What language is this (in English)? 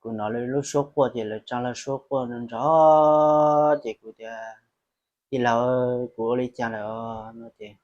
Hmong